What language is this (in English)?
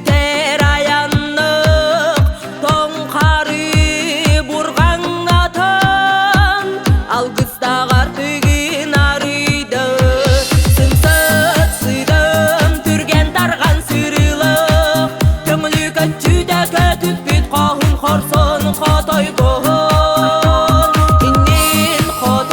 Yakut